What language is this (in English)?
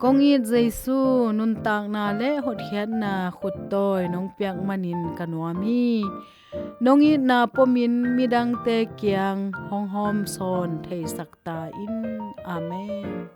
Tedim Chin